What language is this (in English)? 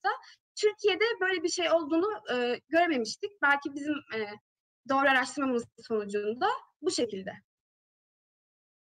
Turkish